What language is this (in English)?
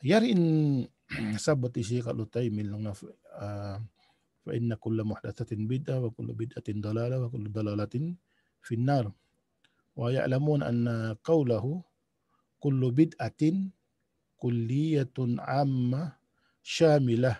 Tausug